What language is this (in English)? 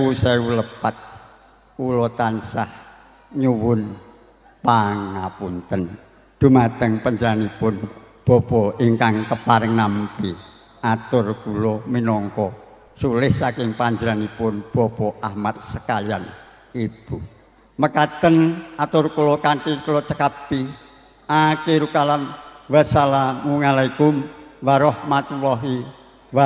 Javanese